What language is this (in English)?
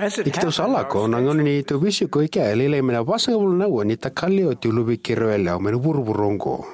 Fijian